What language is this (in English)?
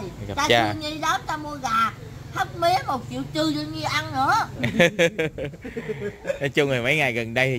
Vietnamese